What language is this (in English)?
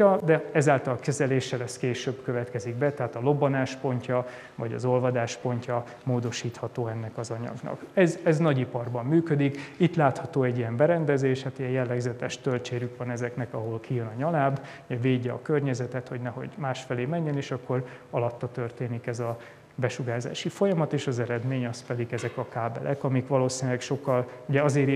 Hungarian